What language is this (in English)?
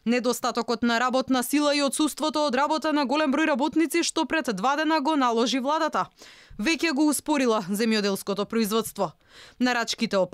Macedonian